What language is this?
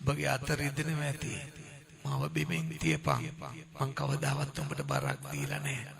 Sinhala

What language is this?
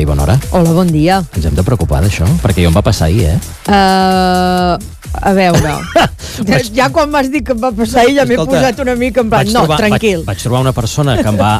Catalan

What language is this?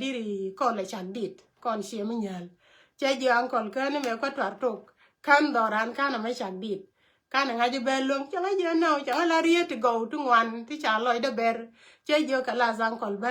Nuer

